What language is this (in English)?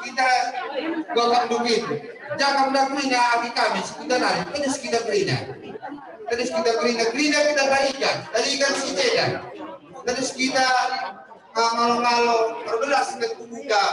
Batak Karo